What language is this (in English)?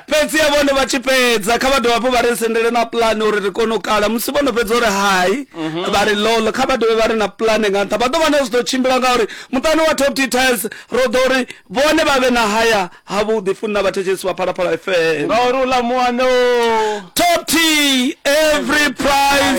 Venda